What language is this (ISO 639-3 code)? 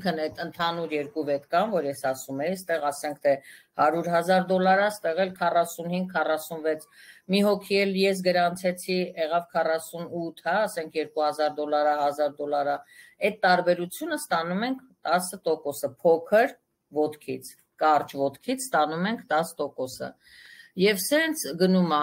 hye